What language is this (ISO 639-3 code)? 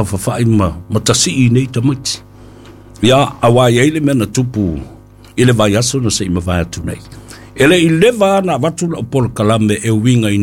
smo